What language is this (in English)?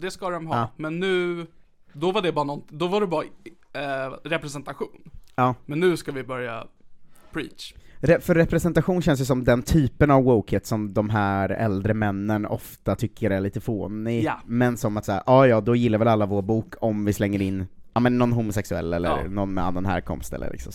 Swedish